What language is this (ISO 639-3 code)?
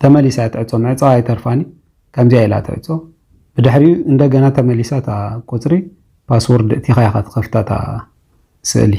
tir